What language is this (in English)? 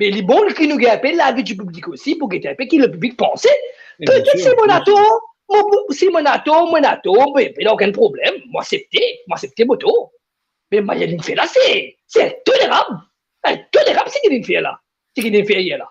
Morisyen